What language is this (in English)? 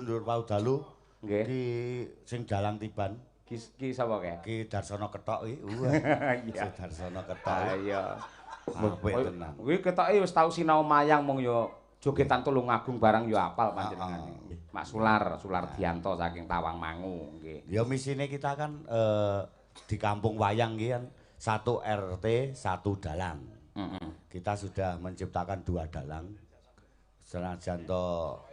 Javanese